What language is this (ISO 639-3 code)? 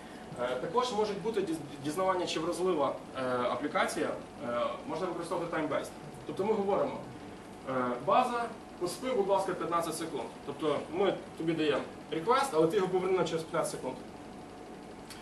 ukr